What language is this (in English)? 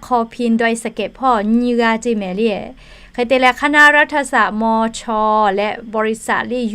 Lahu